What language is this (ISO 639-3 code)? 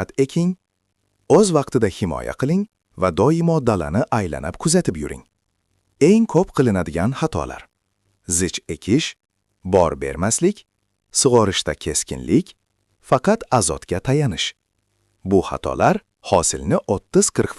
uzb